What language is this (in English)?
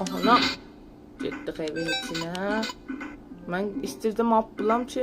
South Azerbaijani